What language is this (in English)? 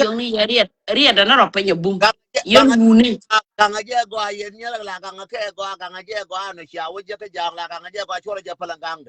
Nuer